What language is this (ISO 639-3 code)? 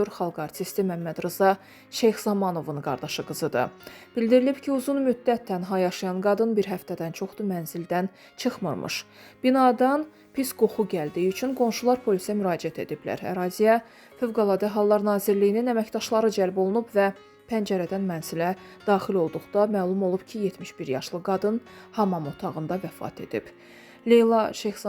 aze